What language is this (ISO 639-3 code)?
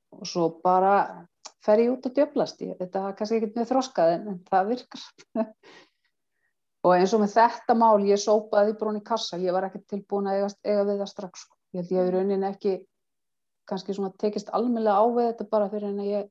isl